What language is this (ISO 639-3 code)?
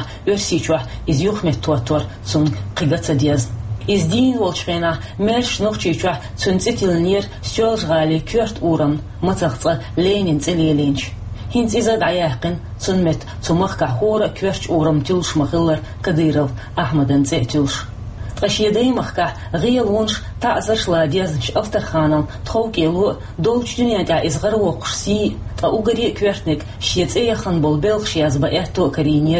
che